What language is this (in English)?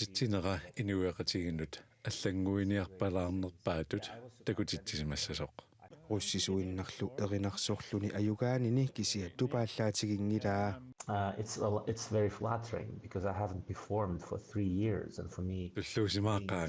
Kalaallisut